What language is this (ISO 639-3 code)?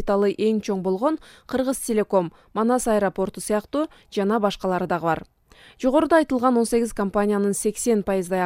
kir